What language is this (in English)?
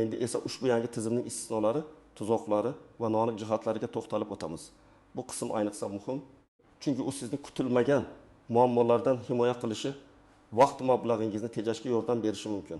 Uzbek